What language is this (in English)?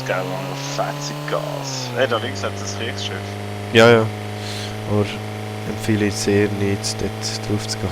Swiss German